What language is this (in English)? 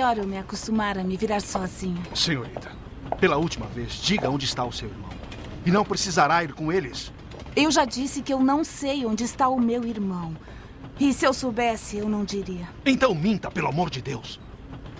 Portuguese